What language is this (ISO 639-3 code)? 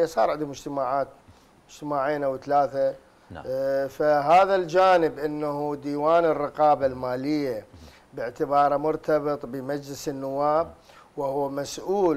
ara